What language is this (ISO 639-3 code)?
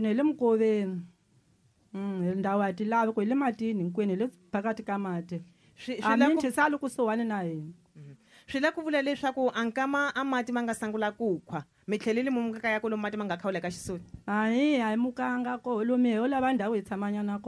tso